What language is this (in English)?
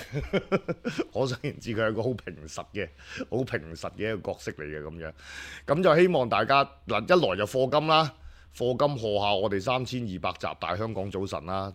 Cantonese